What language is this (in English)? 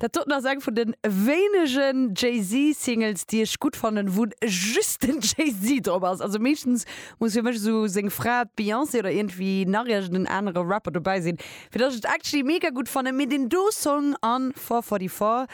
Luxembourgish